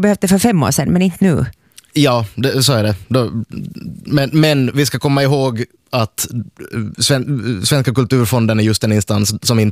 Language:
Swedish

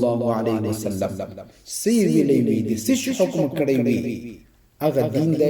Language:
Pashto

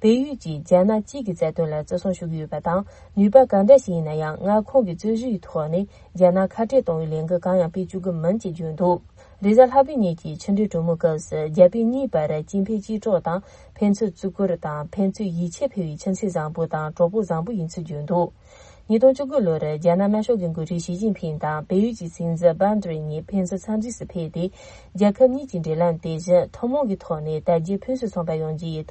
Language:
Tibetan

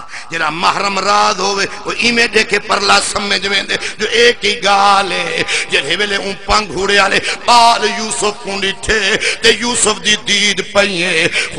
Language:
Saraiki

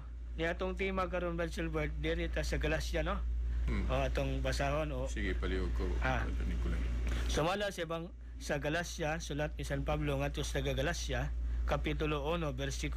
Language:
Cebuano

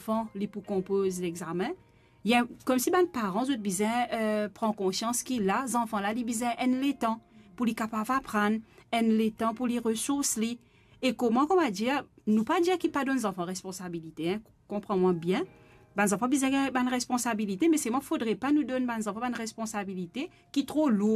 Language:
Morisyen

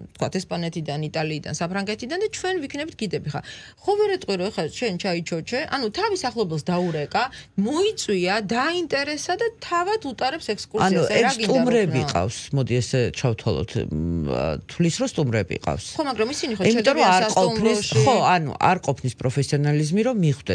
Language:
Georgian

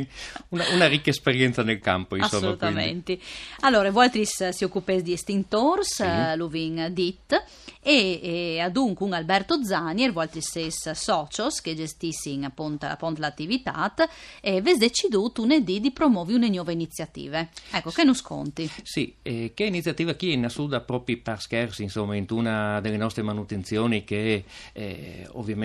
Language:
Friulian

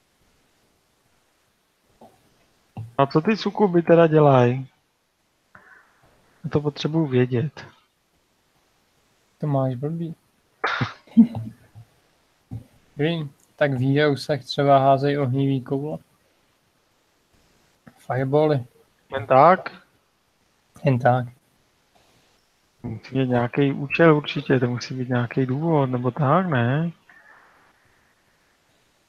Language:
Czech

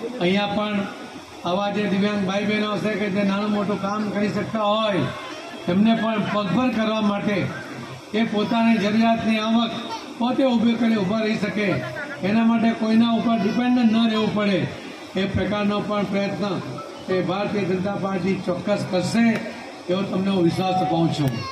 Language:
Gujarati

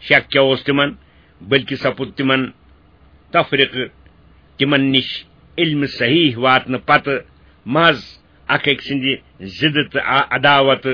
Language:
Kashmiri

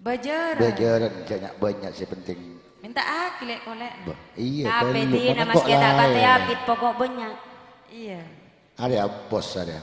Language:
Madurese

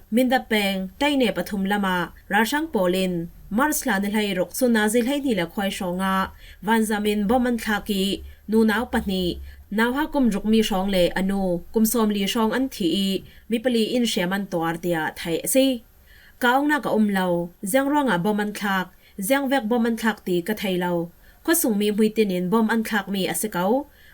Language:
Falam Chin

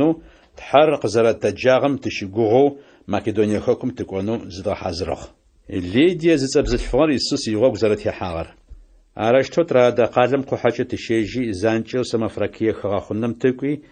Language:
Adyghe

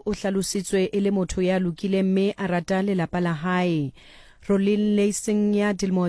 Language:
Southern Sotho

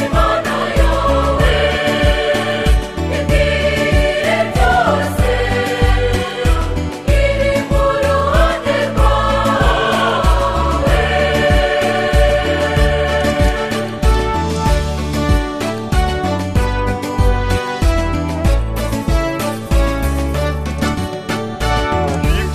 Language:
Kinyarwanda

